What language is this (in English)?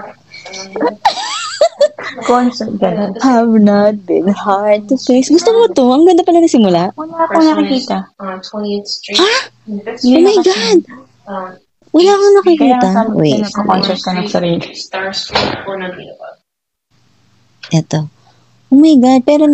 Filipino